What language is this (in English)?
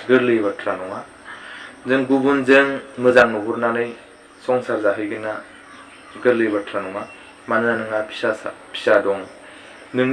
Bodo